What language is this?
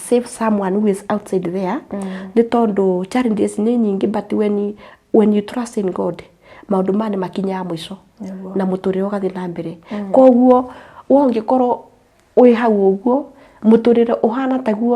Kikuyu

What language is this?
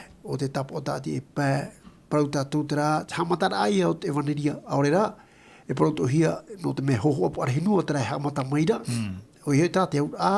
Tahitian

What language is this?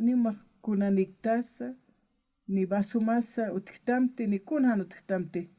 Aymara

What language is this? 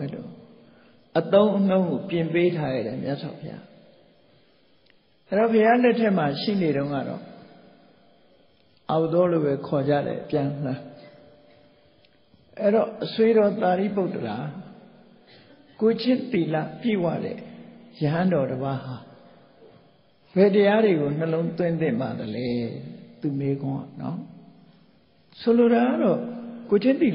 Burmese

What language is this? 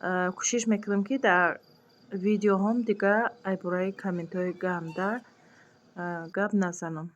Tajik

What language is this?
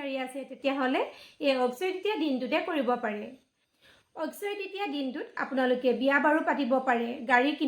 Assamese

